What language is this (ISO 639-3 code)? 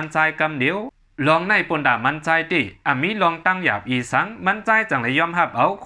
shn